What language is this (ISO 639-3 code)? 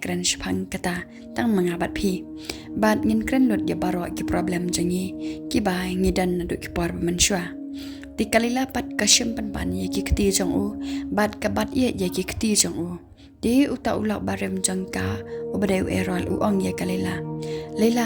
kha